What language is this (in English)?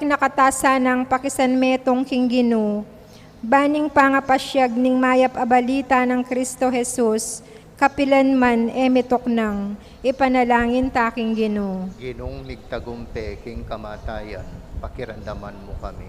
Pampanga